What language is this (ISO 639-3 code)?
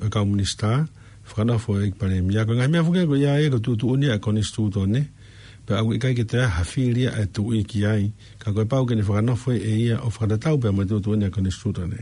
ton